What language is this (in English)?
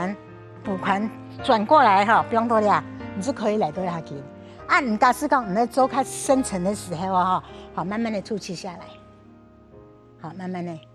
Hakka Chinese